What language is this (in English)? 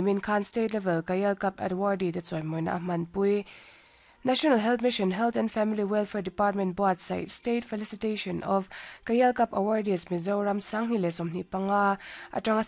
Mizo